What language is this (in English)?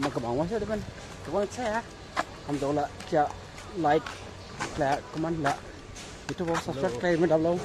Dimasa